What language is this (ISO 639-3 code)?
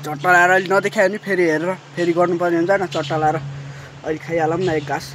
nep